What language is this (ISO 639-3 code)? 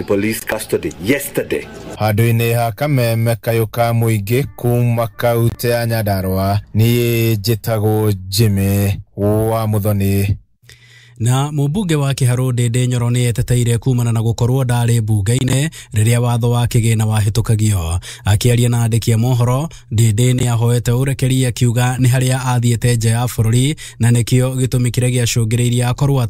kik